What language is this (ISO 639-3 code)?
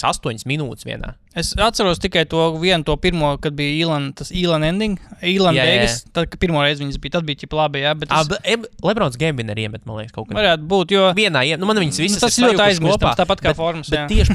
lav